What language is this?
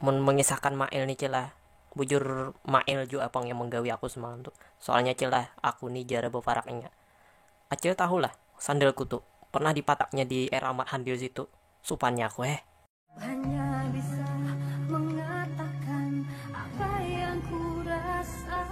Banjar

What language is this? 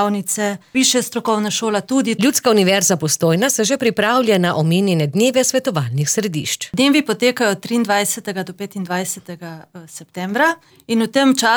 Slovenian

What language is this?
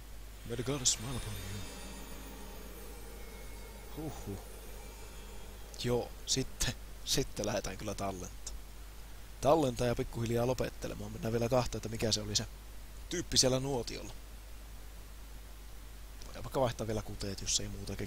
Finnish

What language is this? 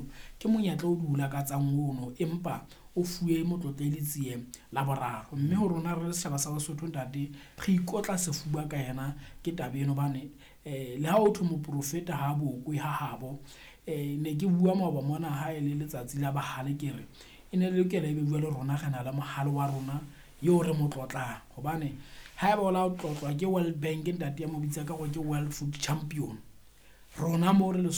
Southern Sotho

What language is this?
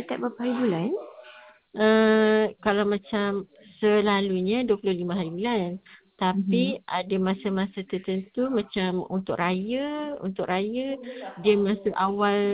Malay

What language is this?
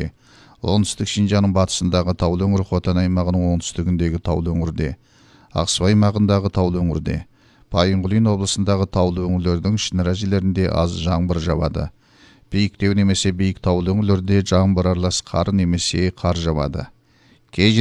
Kazakh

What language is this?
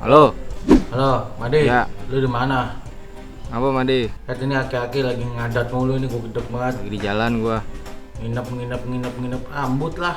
Betawi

